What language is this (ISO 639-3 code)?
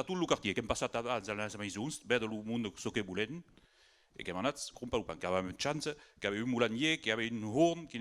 oci